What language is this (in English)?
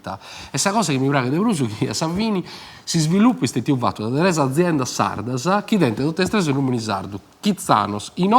Sardinian